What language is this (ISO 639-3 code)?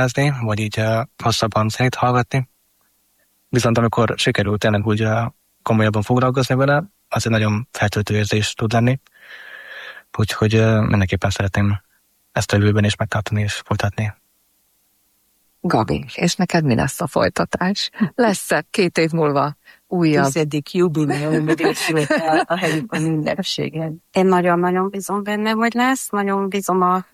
hun